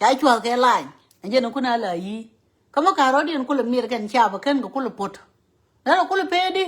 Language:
Nuer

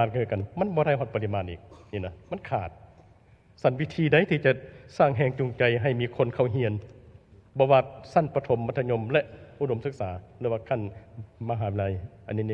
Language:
Lao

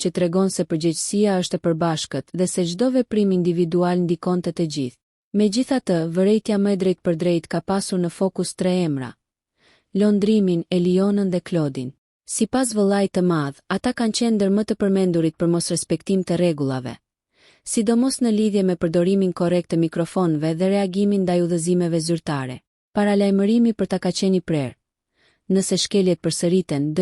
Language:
Albanian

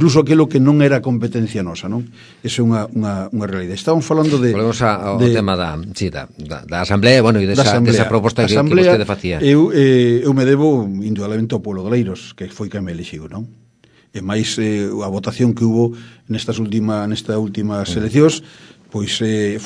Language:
Galician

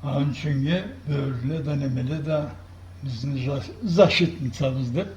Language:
Karachay-Balkar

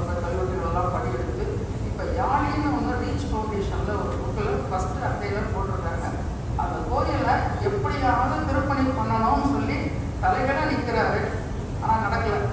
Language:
Tamil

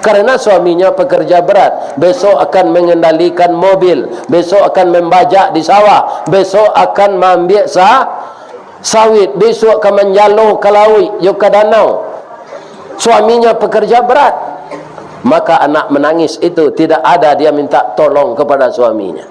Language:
Minangkabau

